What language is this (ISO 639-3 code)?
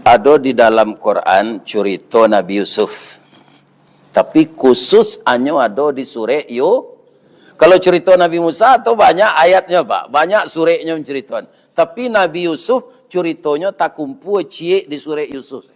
min